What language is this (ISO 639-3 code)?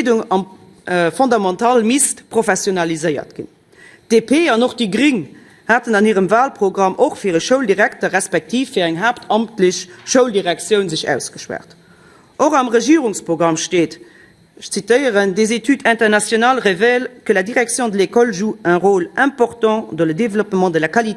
ltz